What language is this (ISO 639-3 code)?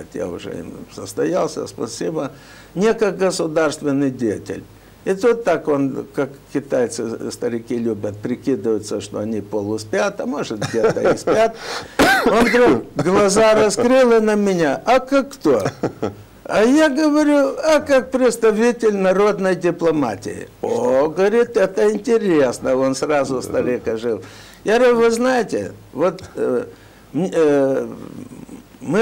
rus